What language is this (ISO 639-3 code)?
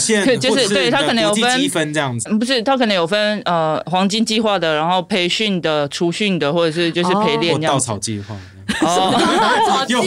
zho